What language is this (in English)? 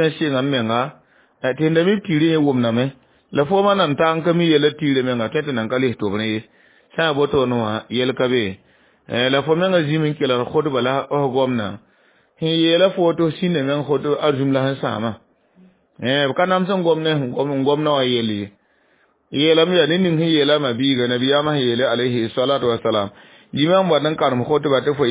Mossi